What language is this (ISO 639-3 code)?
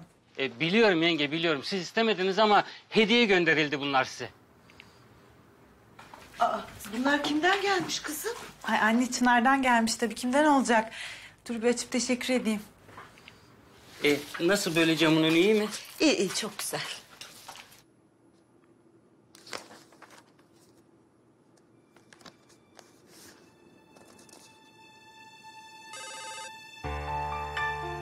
tur